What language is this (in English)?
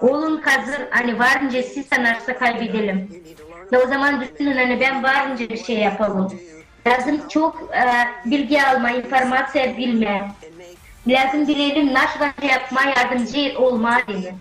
Gagauz